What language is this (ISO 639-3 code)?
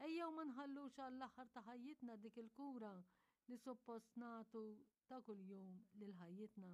mlt